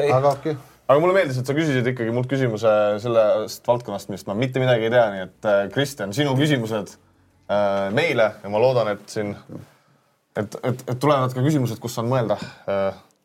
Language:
Estonian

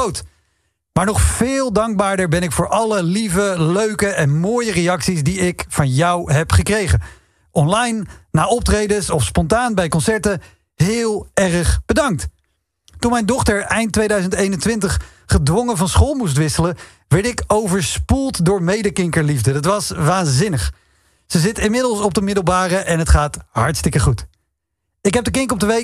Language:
Dutch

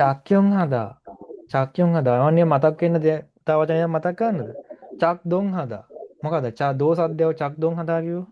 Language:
Sinhala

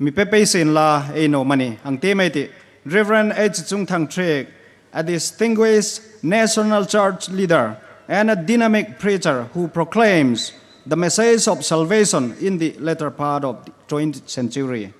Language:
Hmar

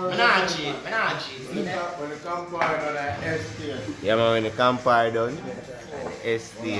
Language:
Jamaican Creole English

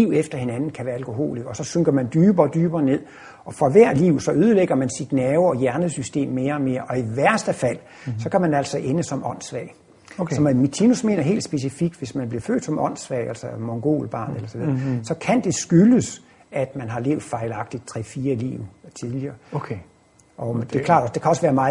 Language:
Danish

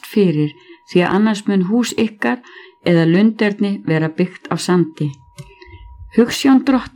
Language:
Icelandic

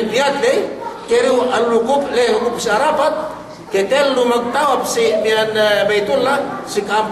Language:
Yakan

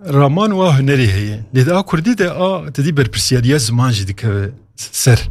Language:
Kurdish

